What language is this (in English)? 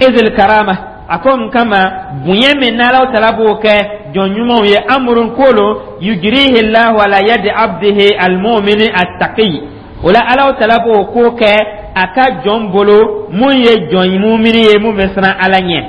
Dyula